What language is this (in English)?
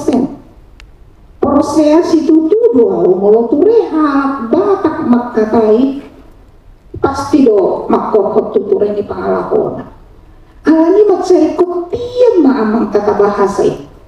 Batak Toba